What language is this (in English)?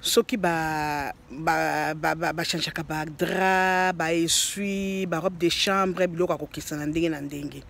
Lingala